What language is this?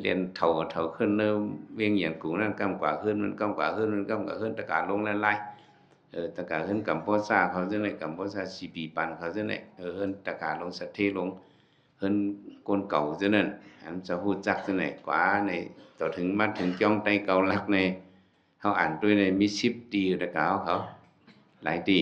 Shan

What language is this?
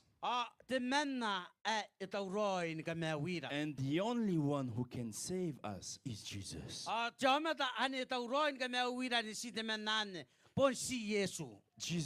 Gilbertese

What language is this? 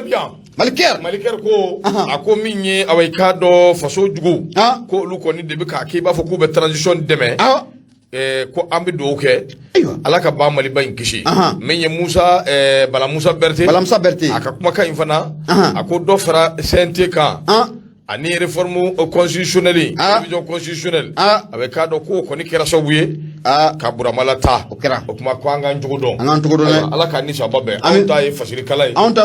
Bambara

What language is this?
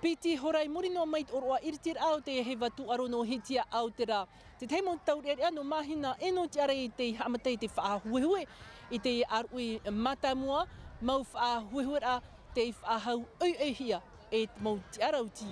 Tahitian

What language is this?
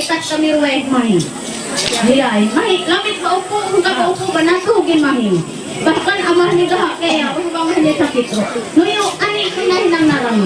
Ma'anyan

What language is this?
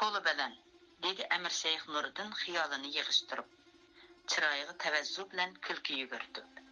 Uyghur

